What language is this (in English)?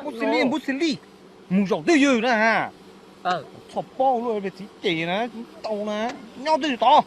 Hmong